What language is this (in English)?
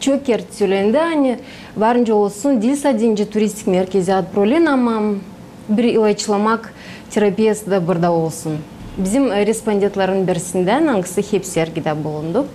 Gagauz